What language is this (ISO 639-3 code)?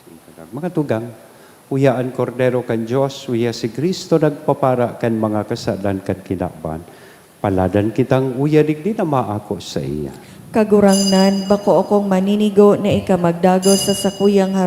bik